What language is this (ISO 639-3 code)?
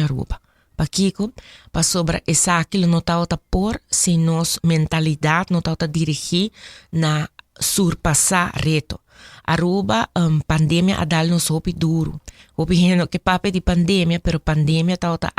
pap